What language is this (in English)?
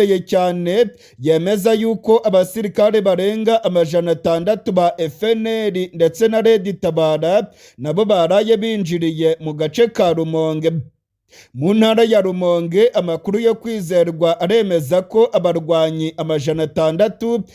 Rundi